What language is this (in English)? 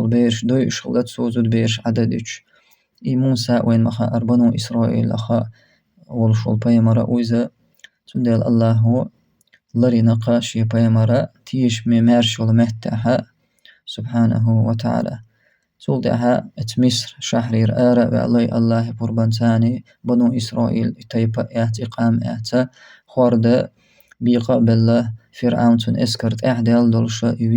Chechen